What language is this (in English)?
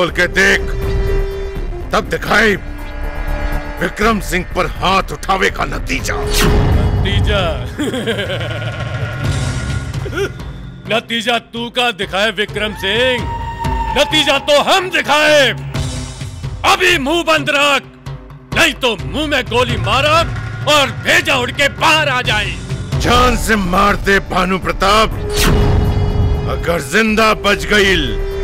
Bhojpuri